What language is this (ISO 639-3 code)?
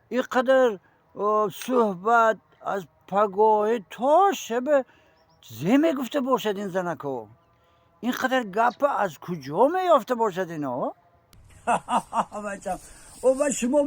tgk